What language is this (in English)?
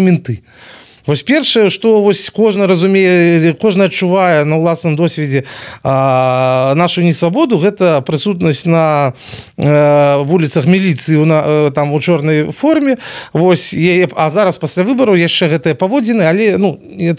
Belarusian